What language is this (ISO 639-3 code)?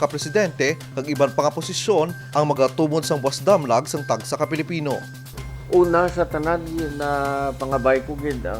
hil